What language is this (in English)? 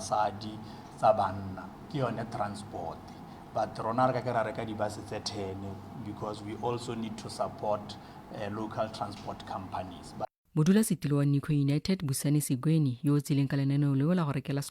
Tswana